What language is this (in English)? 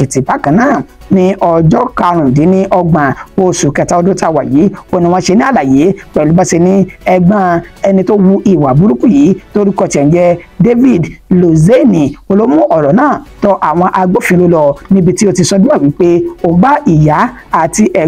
Yoruba